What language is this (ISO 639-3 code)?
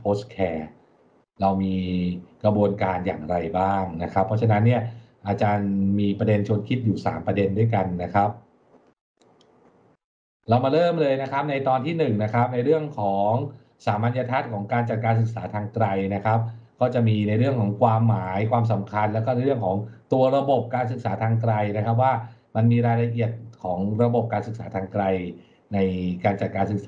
tha